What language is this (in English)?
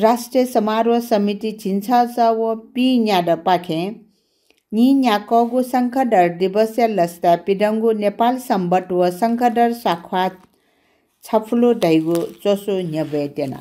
Newari